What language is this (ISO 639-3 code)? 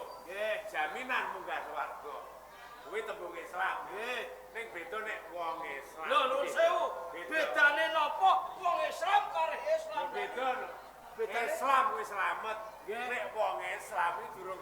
jav